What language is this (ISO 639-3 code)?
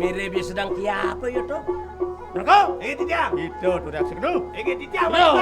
ban